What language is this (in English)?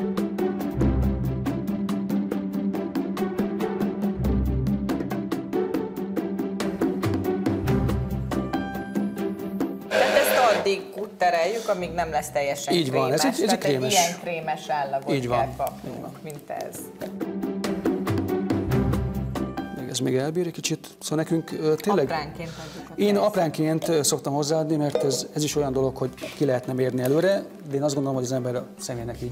Hungarian